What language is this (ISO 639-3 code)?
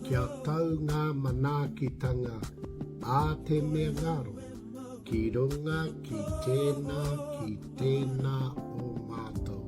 mri